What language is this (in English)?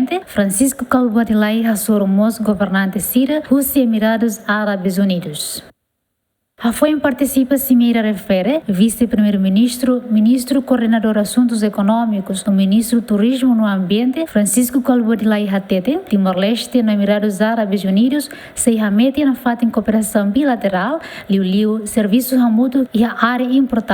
Tetum